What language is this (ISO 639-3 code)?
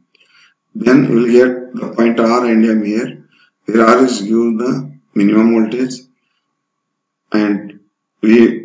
eng